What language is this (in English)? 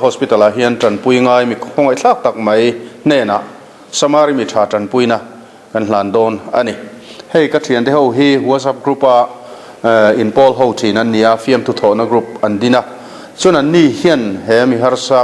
Mizo